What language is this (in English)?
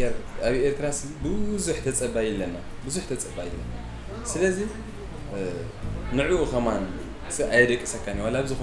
Tigrinya